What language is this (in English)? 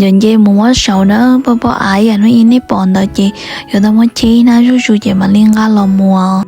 Hmong